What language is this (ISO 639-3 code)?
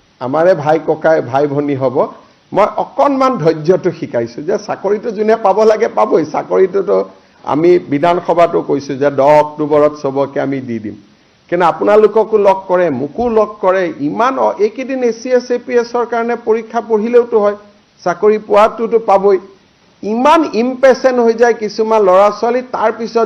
asm